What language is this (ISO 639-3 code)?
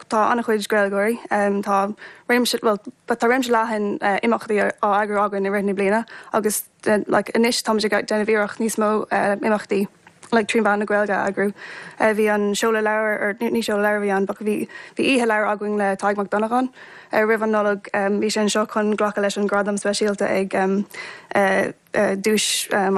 gle